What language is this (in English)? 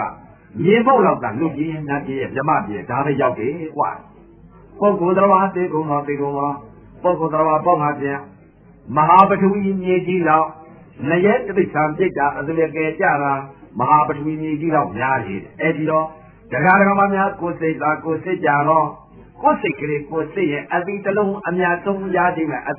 Burmese